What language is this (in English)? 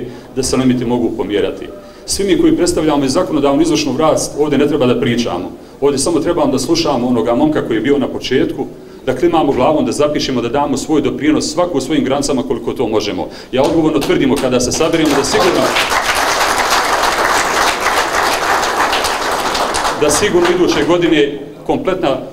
Bosnian